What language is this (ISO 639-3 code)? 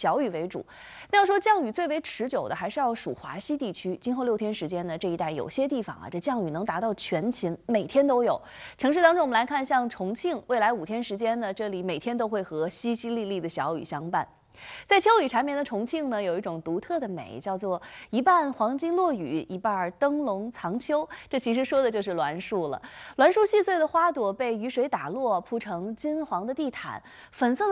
zho